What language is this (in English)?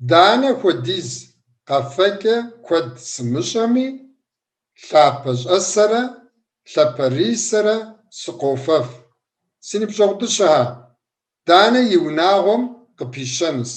Kabardian